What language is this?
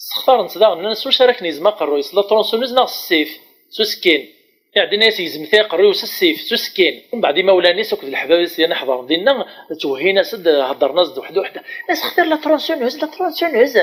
Kabyle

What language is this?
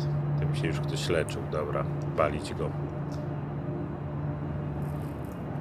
Polish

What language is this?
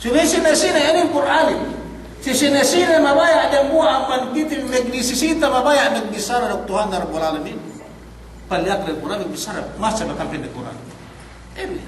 Yakan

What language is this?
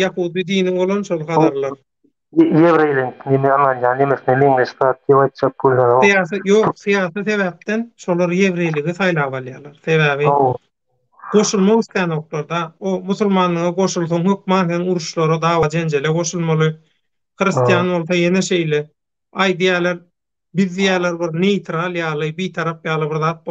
Turkmen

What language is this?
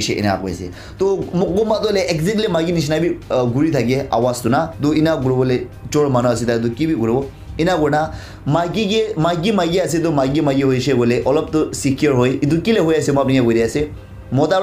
Naga Pidgin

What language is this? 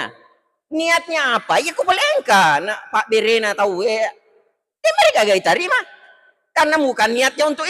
Buginese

